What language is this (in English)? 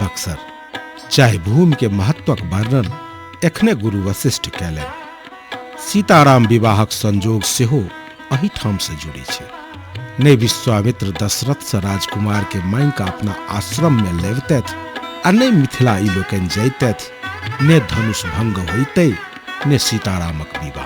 Maithili